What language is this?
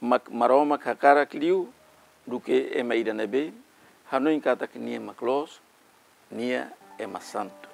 Tetum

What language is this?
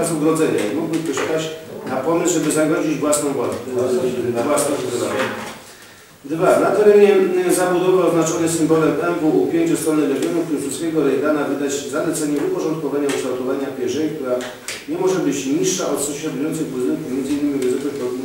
Polish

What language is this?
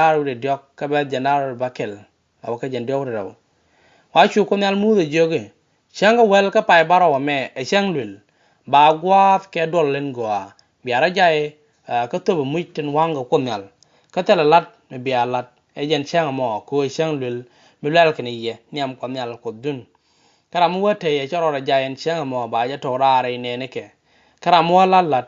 Nuer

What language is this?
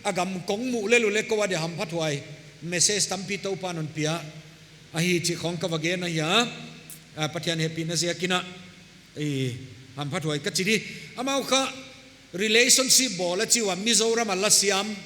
Paite Chin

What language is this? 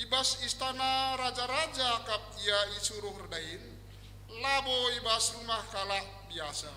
Batak Karo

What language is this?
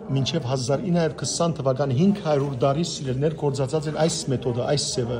Western Armenian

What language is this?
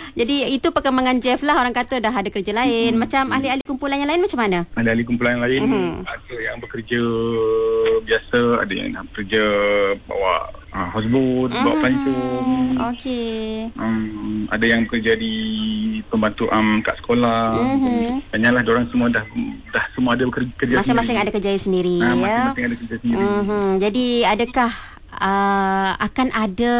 Malay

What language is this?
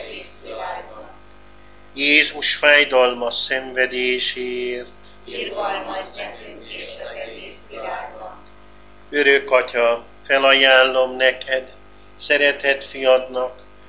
Hungarian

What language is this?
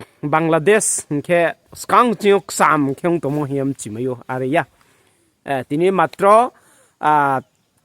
Riang (India)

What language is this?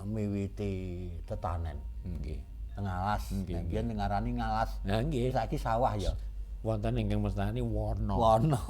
Javanese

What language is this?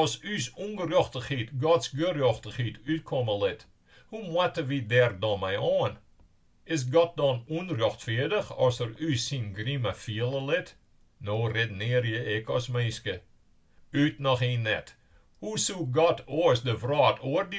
Western Frisian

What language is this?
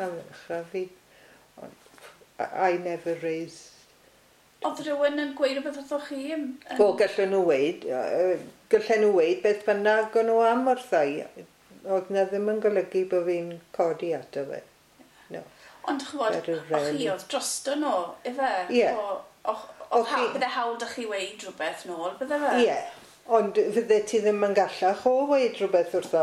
Welsh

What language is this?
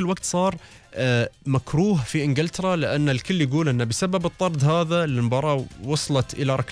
Gulf Arabic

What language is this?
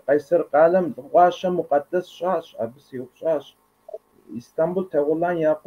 Kabardian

